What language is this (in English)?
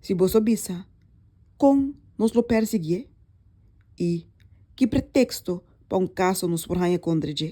Papiamento